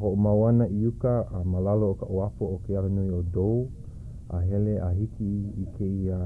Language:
Hawaiian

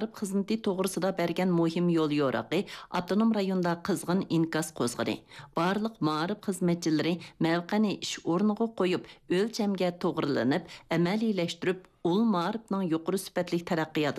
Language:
Uyghur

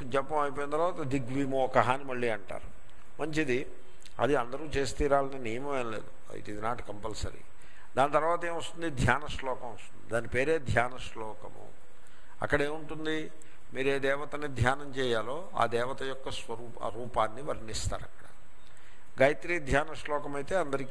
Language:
Telugu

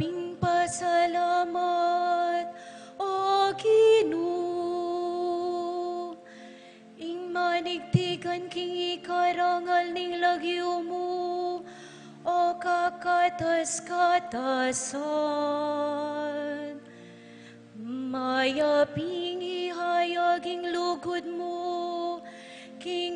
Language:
Pampanga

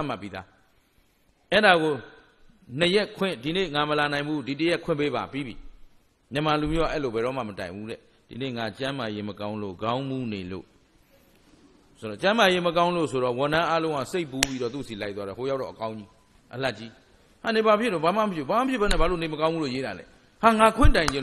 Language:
Burmese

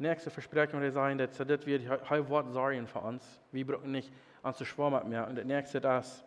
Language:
Plautdietsch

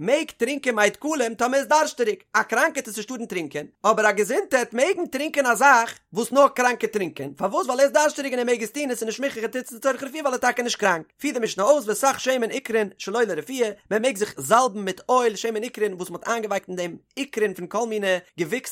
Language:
Yiddish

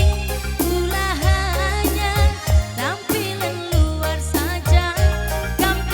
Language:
Batak Karo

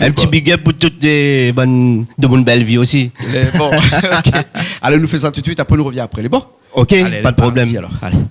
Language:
Réunion Creole French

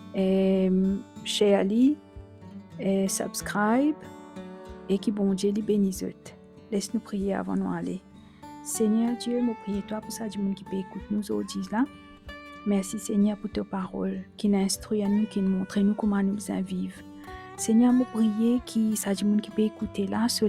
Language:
Morisyen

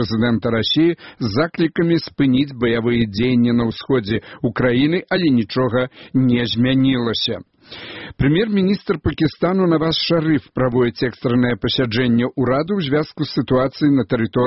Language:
Belarusian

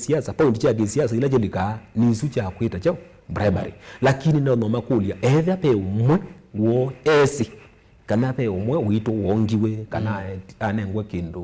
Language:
Kamba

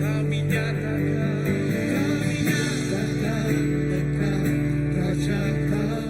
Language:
Iban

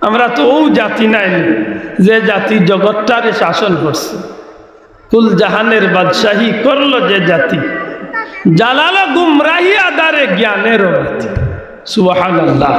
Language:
Sylheti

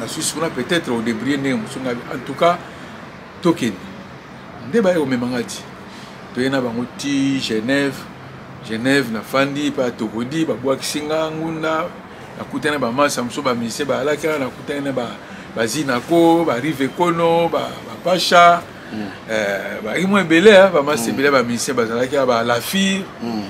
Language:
Lingala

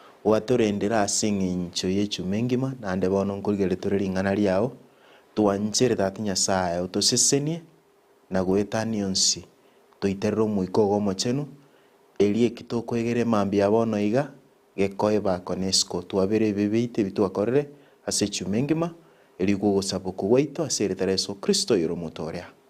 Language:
Gusii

